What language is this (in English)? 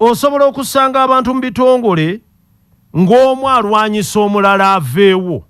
Ganda